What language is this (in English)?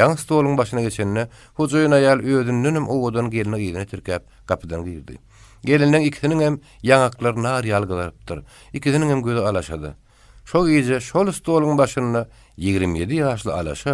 Turkmen